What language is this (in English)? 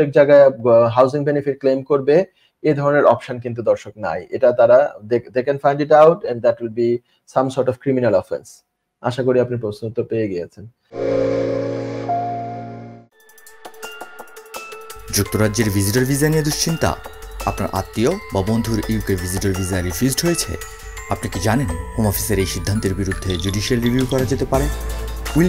Bangla